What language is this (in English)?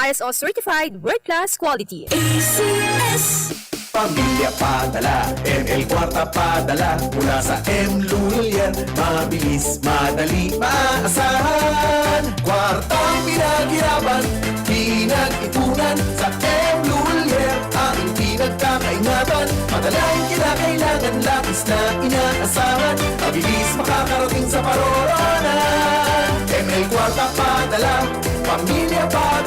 Bikol